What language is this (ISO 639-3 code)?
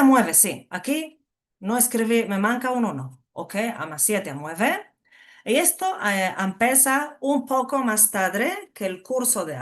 lad